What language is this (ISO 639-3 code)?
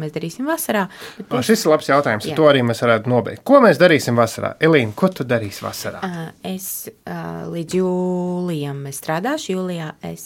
lav